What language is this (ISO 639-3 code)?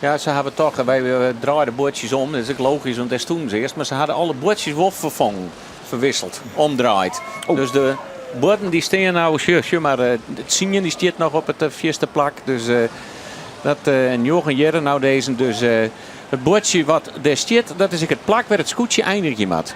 fry